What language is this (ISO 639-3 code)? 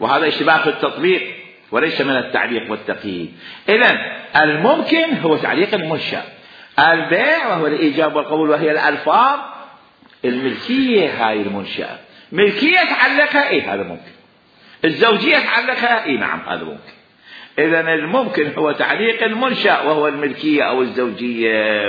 acm